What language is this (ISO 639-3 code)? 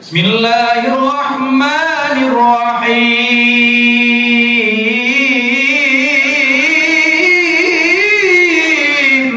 ace